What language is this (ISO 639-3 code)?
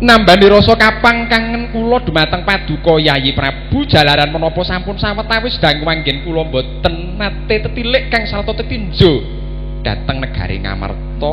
jav